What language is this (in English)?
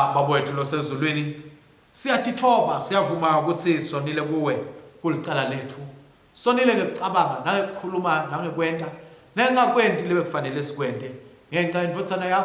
Swati